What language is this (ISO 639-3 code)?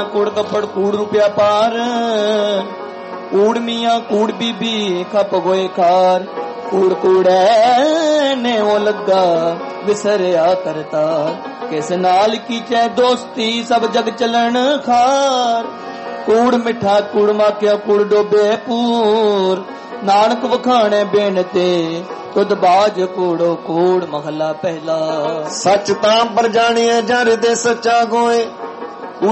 pan